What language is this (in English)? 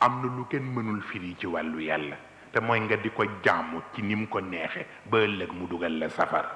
Wolof